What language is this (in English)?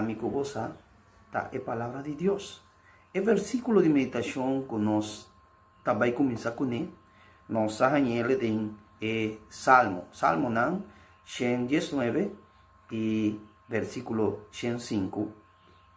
Papiamento